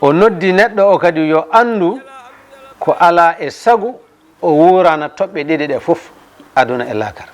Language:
Fula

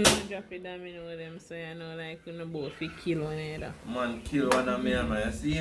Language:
Jamaican Creole English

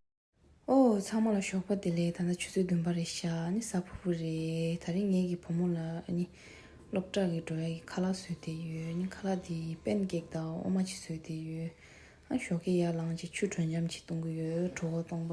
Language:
Tibetan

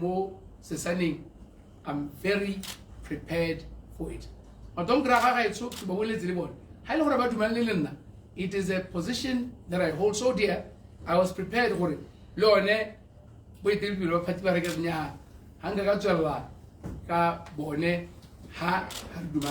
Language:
Tswana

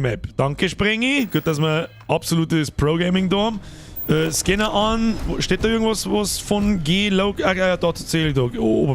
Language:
Bavarian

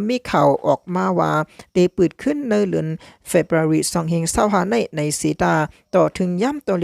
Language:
Shan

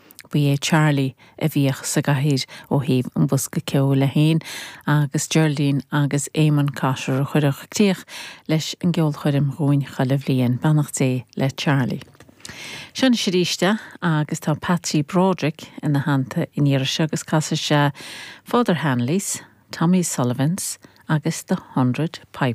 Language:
Irish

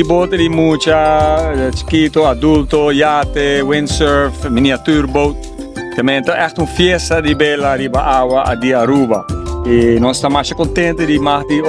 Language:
Papiamento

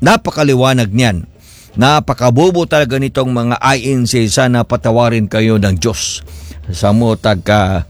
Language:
Cebuano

